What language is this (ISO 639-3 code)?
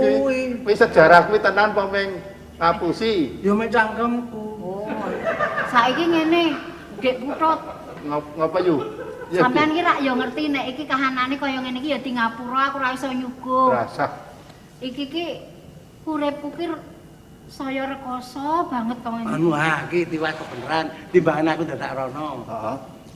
jav